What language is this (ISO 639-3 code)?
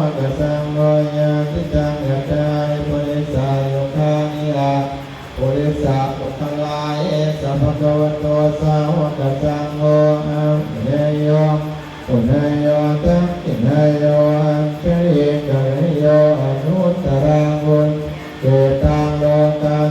pli